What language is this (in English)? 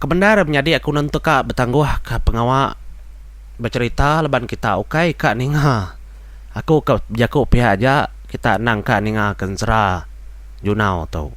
Iban